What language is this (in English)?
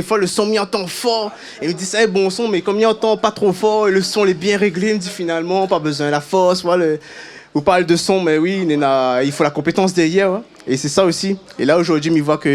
Réunion Creole French